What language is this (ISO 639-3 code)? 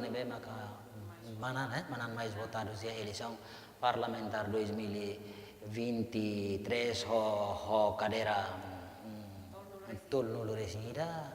tet